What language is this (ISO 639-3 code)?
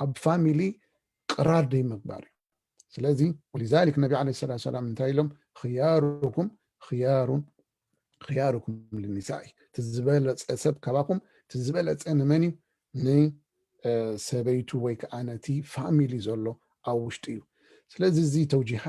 tir